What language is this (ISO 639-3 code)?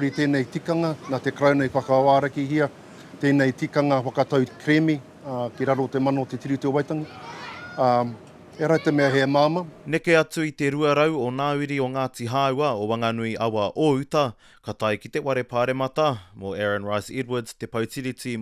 mri